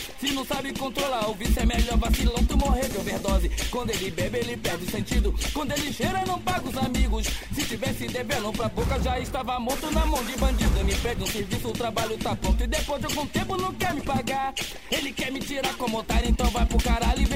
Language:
Portuguese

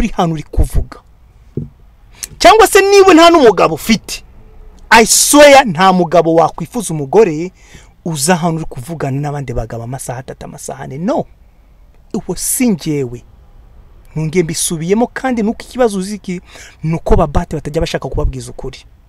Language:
Kinyarwanda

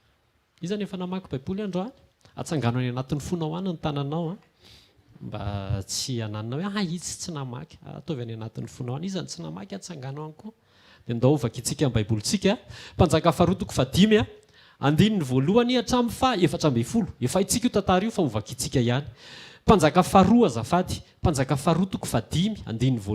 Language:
Malagasy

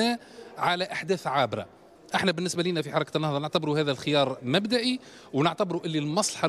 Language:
Tunisian Arabic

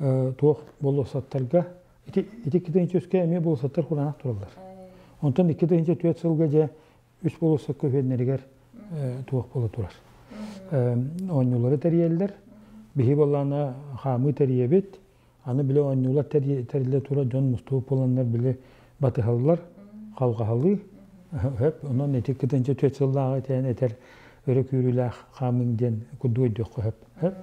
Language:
Yakut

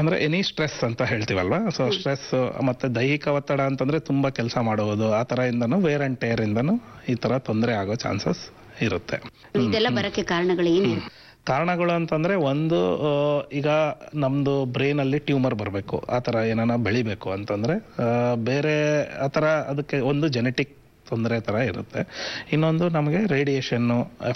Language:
Kannada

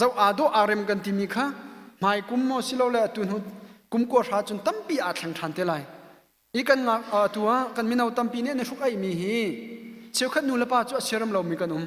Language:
Hakha Chin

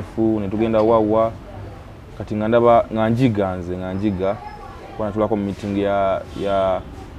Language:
Ganda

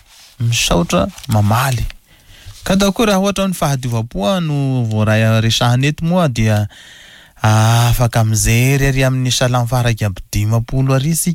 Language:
Malagasy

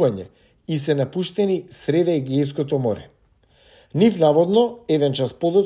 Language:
Macedonian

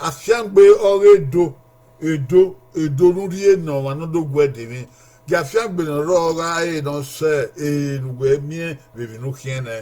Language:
Bini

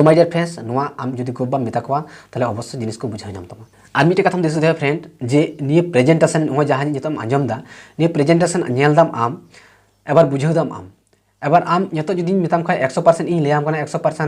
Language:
Santali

